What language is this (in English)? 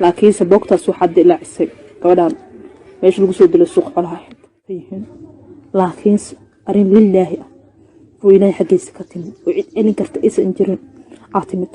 Somali